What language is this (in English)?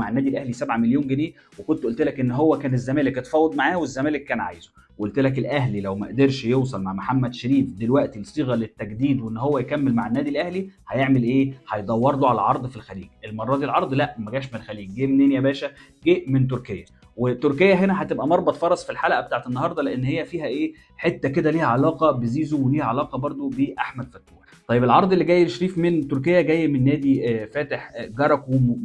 Egyptian Arabic